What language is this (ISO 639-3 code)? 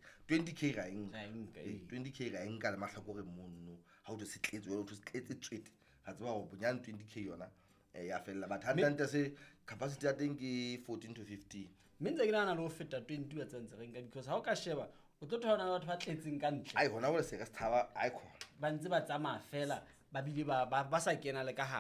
sot